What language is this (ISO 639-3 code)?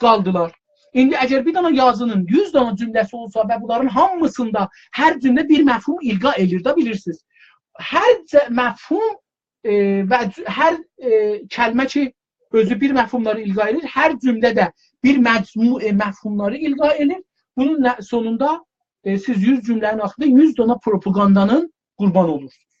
azb